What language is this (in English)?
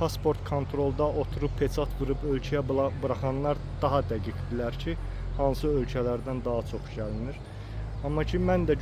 Azerbaijani